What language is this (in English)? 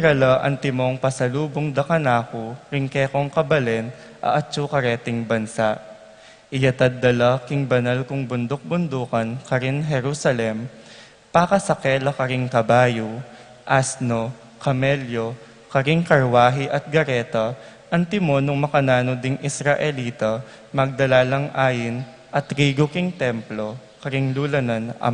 Pampanga